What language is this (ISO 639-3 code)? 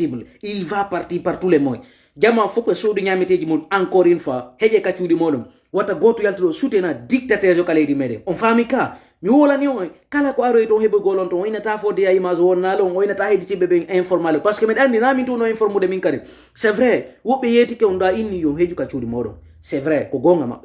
ful